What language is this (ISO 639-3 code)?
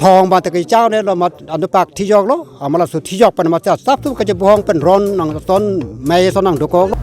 mjw